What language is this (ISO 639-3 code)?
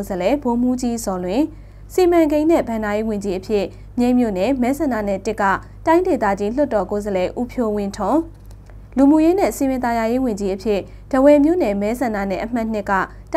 mya